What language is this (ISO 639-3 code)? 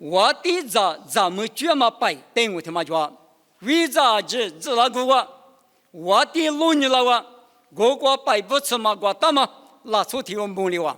lis